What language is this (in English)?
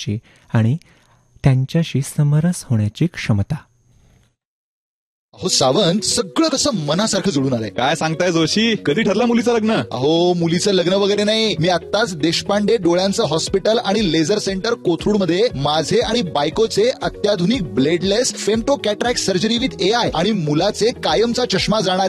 Marathi